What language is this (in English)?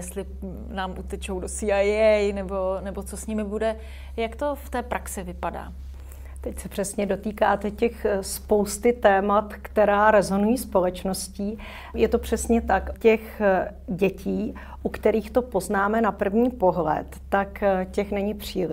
Czech